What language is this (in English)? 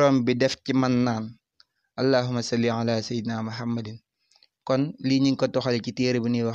Wolof